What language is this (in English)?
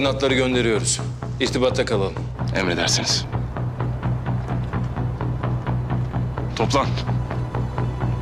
Turkish